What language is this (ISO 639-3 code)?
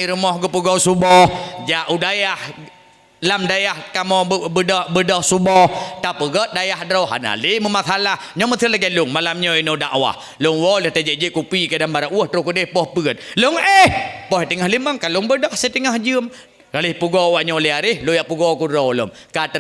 ace